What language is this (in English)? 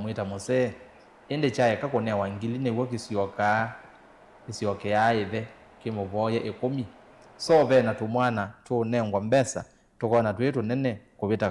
Kamba